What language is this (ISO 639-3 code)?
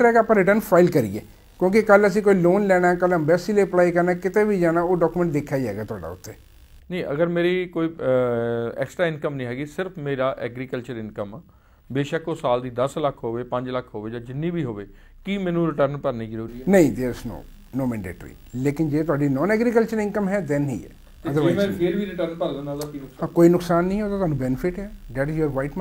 pan